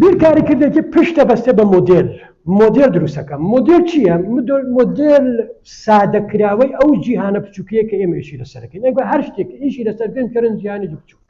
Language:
Central Kurdish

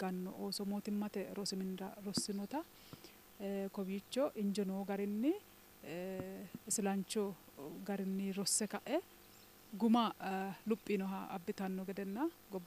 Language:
Sidamo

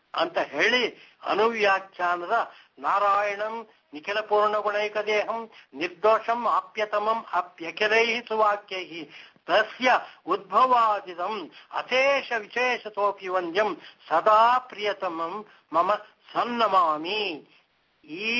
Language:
Kannada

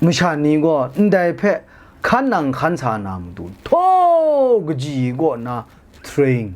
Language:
Kachin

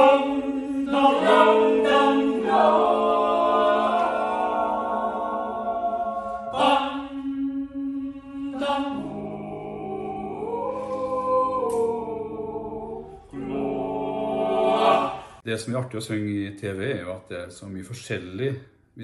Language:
Norwegian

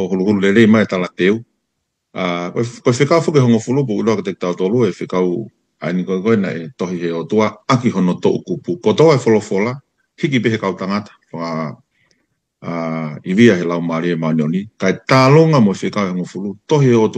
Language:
Tongan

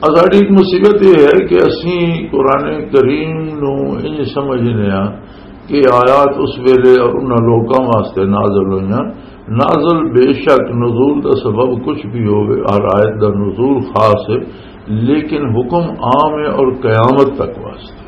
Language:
Western Panjabi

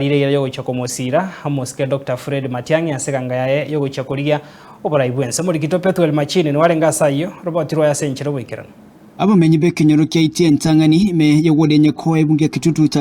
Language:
Gusii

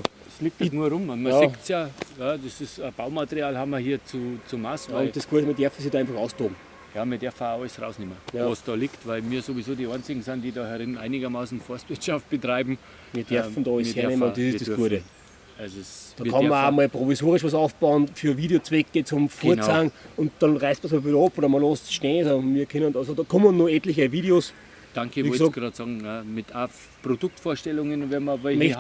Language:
Bavarian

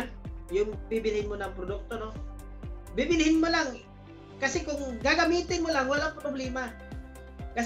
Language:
Filipino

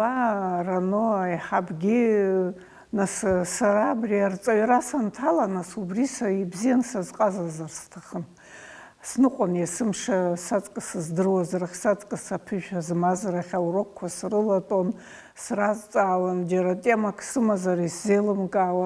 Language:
Abkhazian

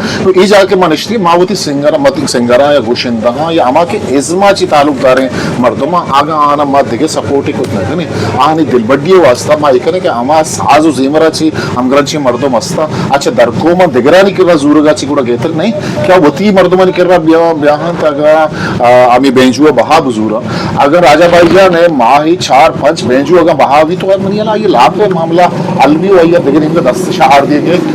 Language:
Eastern Balochi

